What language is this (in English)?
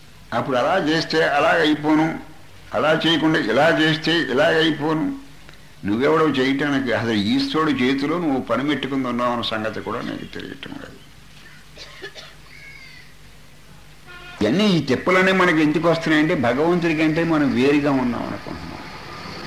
Telugu